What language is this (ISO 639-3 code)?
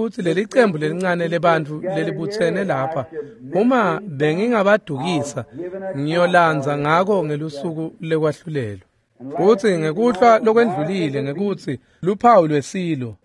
ssw